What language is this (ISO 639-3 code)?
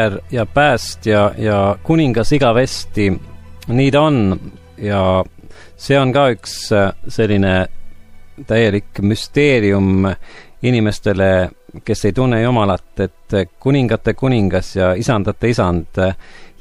est